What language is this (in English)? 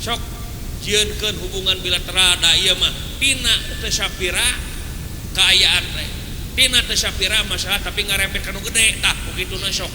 Sundanese